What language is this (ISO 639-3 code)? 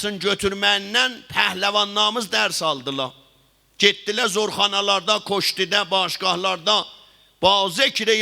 azb